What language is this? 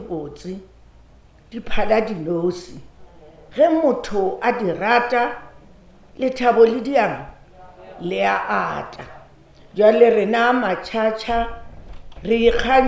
Northern Sotho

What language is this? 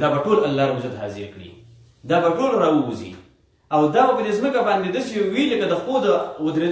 Pashto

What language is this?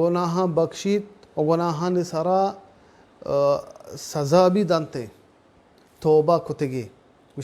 Baluchi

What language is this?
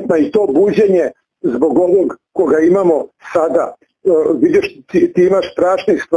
Serbian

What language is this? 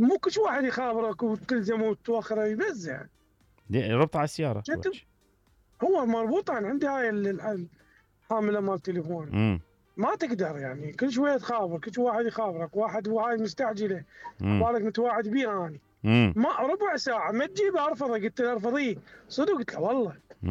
Mesopotamian Arabic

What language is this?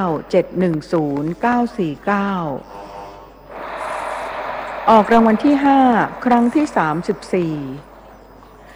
Thai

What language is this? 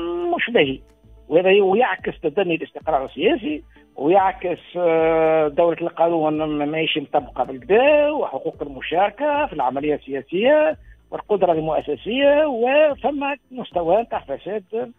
Tunisian Arabic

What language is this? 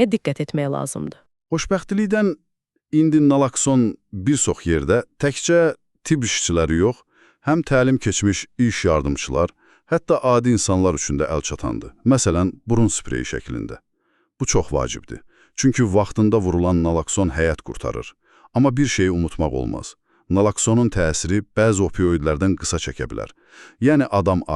Azerbaijani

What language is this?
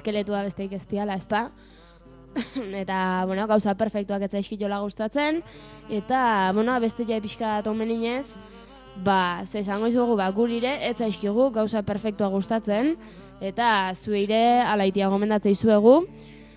Basque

